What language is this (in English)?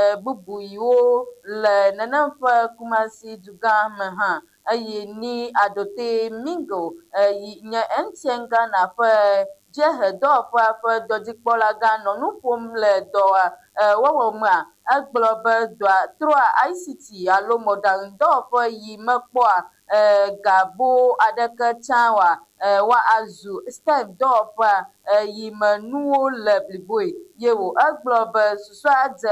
Ewe